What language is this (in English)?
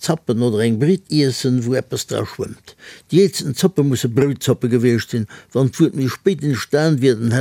Luxembourgish